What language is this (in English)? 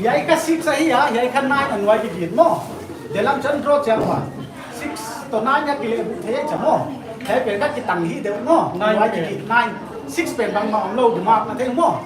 Paite Chin